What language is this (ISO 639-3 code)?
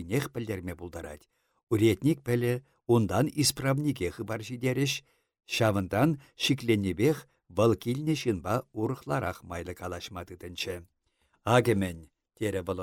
chv